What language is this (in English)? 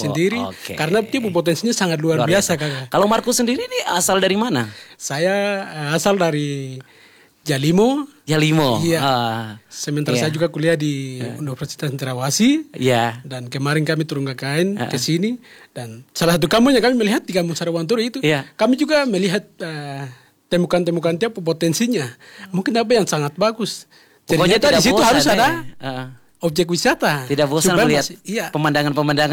Indonesian